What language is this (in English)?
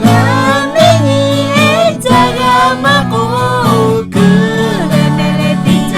Lahu